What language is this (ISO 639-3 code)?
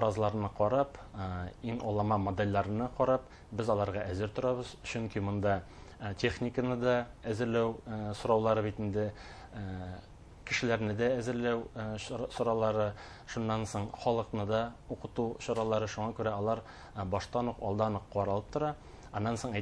bak